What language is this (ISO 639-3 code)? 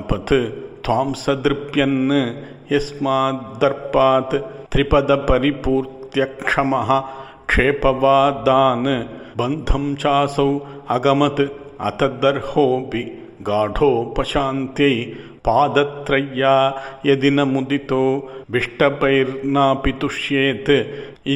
san